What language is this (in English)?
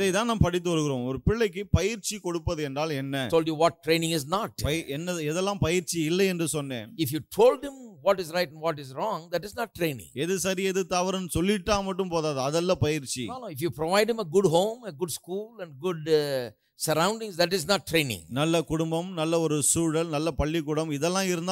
Tamil